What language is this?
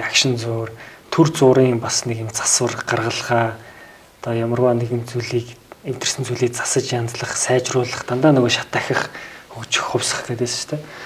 Mongolian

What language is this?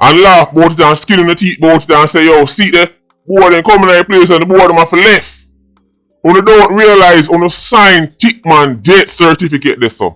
Jamaican Creole English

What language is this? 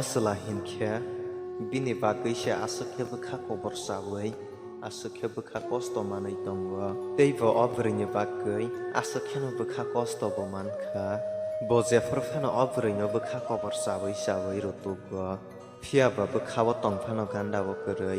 Kok Borok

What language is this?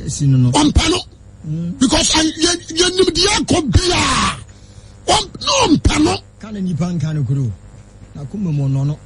Akan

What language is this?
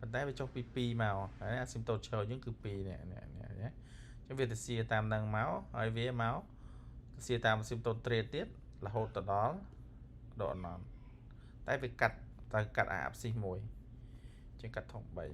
Khmer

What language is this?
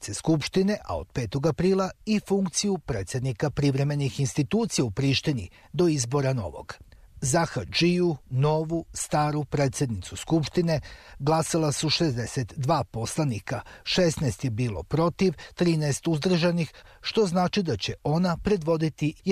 Serbian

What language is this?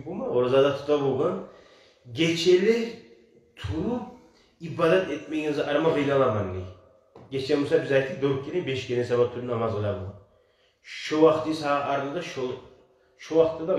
Kumyk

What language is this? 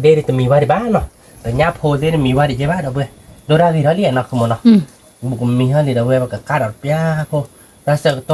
S'gaw Karen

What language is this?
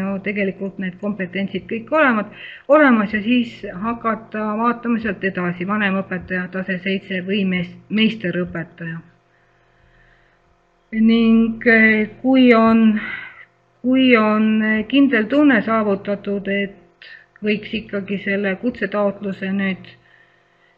Estonian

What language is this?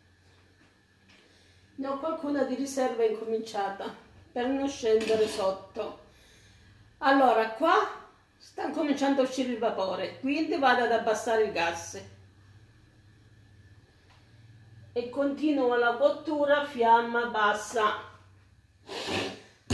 Italian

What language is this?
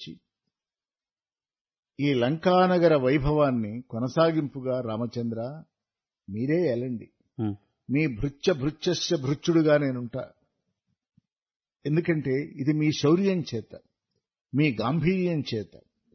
Telugu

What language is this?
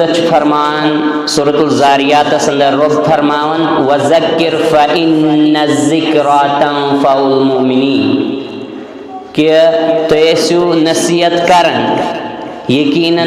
Kashmiri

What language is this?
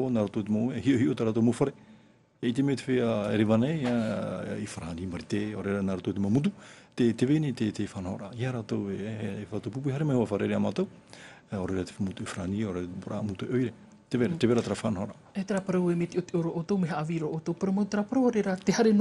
Tahitian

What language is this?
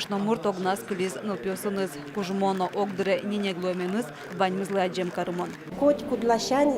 Udmurt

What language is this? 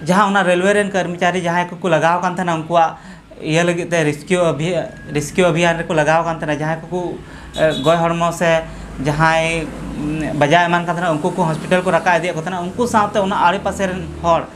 Santali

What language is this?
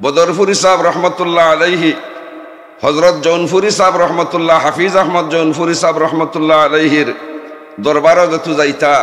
Sylheti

